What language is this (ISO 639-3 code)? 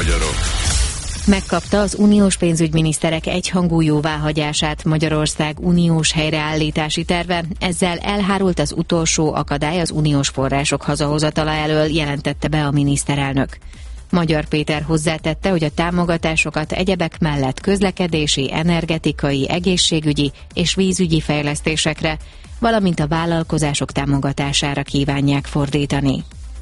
hun